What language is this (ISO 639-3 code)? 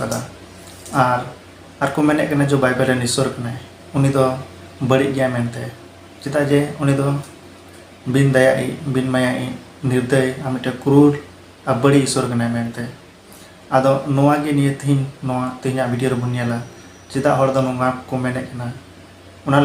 sat